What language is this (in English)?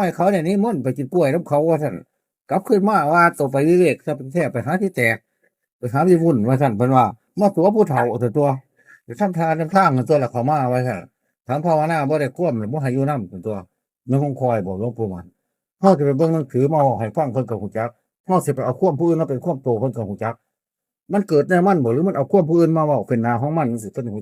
Northeastern Thai